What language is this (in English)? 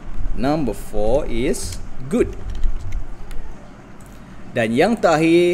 Malay